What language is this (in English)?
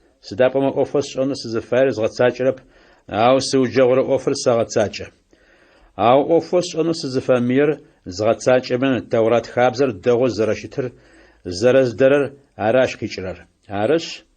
Adyghe